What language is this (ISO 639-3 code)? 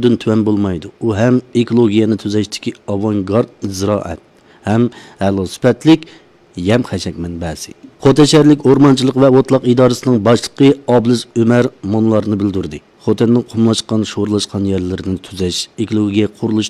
uig